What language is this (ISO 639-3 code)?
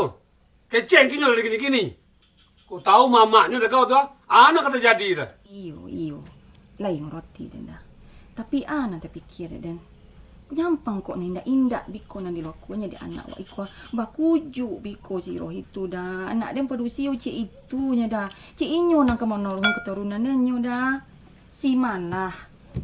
min